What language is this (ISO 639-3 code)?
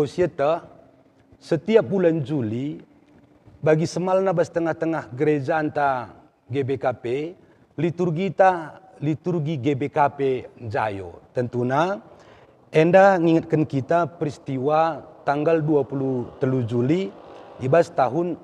btx